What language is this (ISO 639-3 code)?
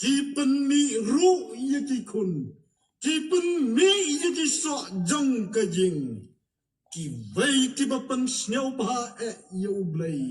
kha